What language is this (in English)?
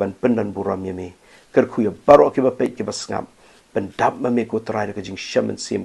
Khasi